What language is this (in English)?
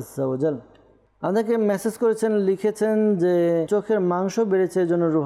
Bangla